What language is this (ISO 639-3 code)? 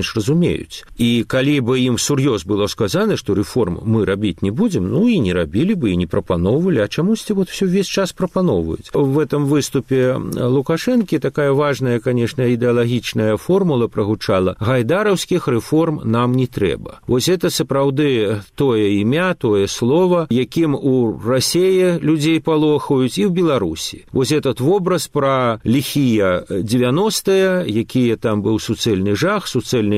bel